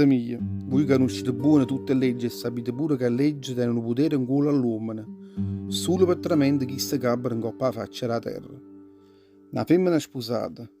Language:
Neapolitan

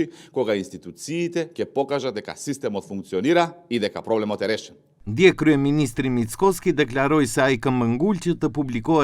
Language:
Macedonian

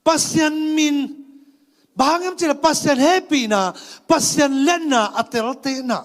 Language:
Tedim Chin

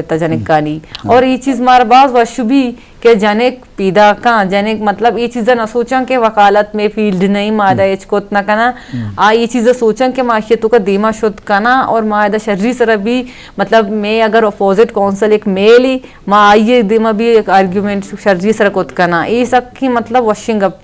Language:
Eastern Balochi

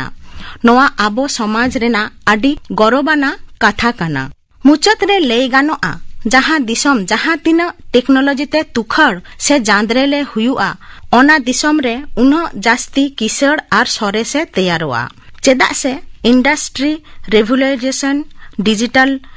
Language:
Santali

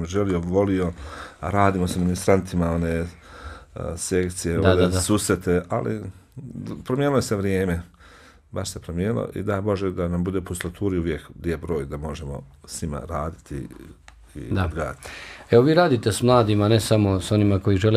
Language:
Bosnian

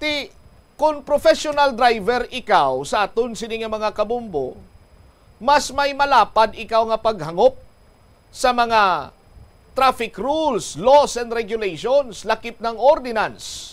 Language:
Hiligaynon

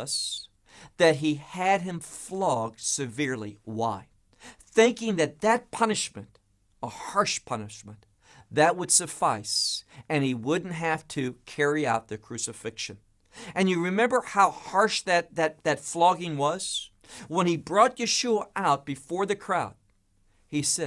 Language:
English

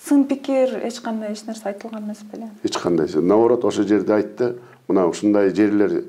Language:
Kyrgyz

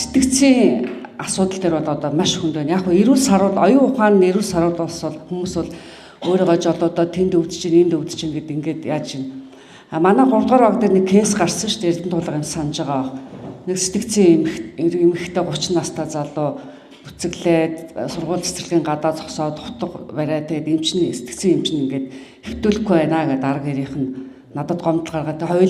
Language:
Mongolian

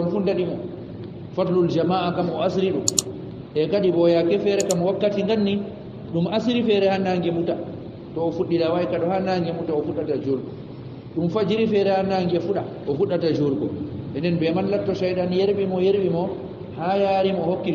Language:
Fula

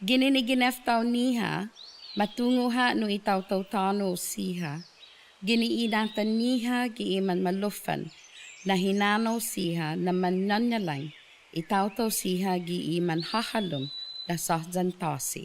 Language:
Chamorro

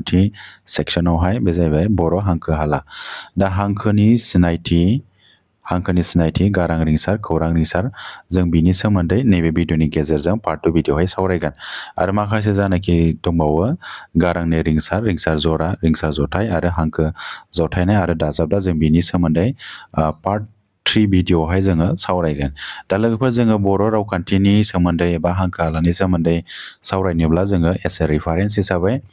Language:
Bodo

